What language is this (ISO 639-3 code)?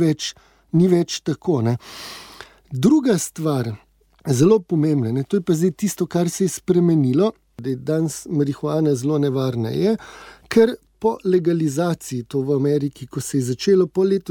slv